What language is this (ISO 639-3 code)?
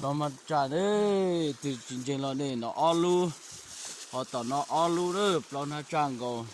hmn